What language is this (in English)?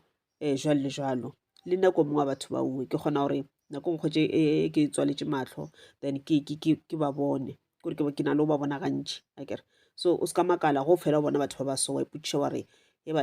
Northern Sotho